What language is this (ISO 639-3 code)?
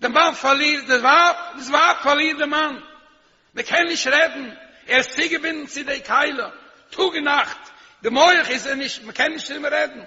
yid